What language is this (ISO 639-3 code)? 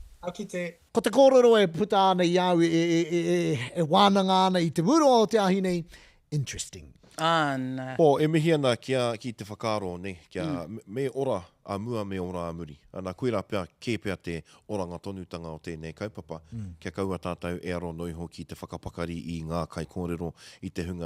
mri